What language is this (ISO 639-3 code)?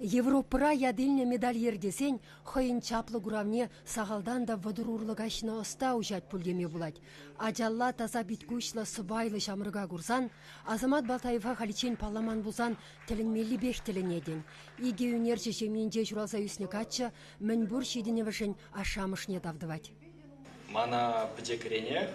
chv